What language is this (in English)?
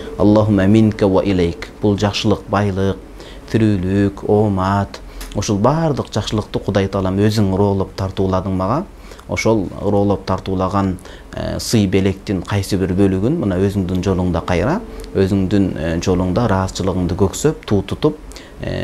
Kyrgyz